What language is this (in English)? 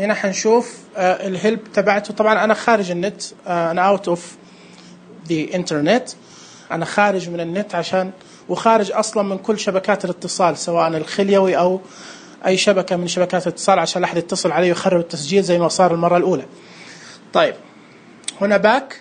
Najdi Arabic